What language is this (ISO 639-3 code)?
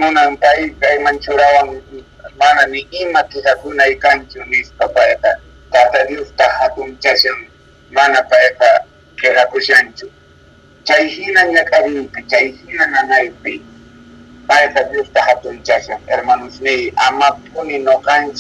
quh